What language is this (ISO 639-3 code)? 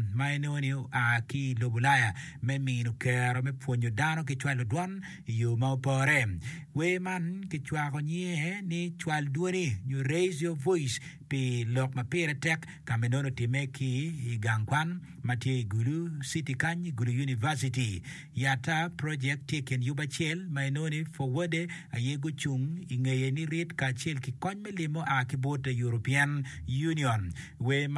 ach